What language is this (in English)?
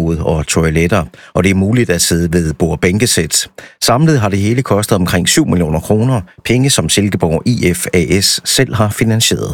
Danish